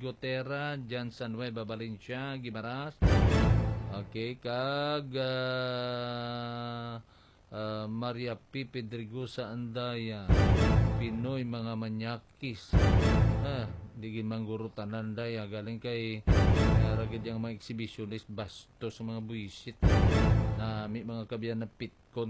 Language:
Hiligaynon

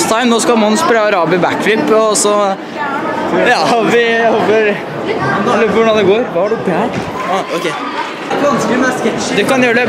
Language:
Norwegian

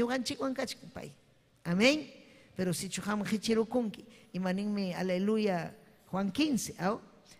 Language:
Ayacucho Quechua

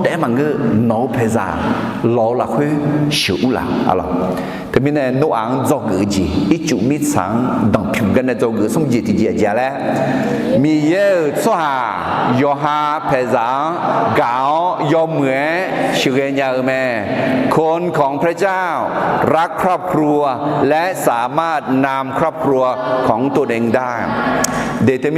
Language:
Akha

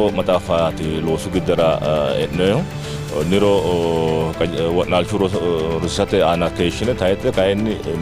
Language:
Sidamo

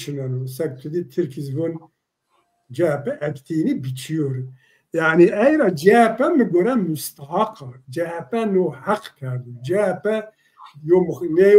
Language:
Zaza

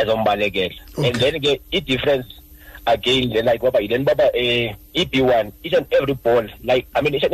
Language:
Xhosa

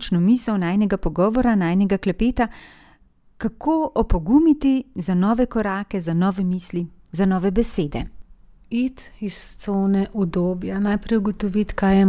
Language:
Slovenian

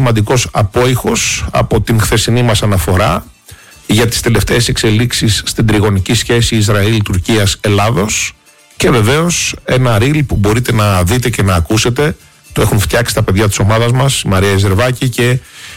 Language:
Greek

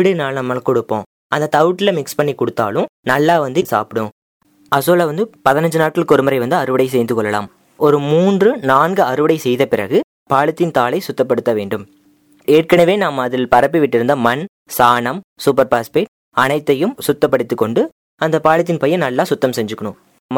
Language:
Tamil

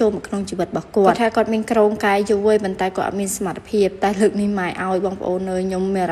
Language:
Khmer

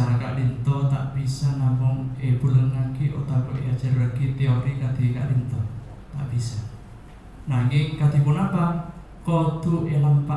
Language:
Madurese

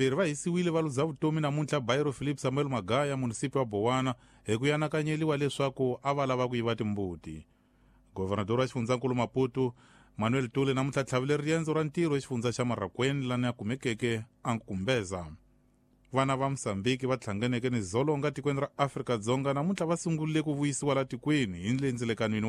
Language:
Tsonga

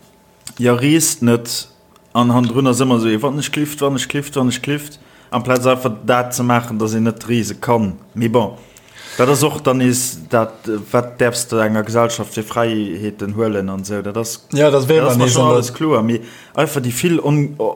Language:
Luxembourgish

